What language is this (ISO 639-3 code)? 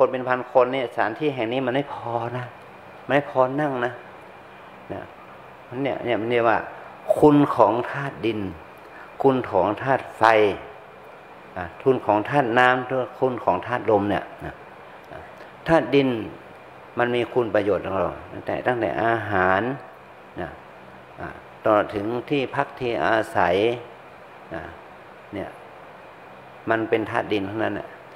tha